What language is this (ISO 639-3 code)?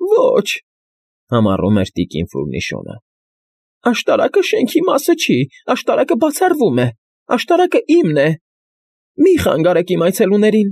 hye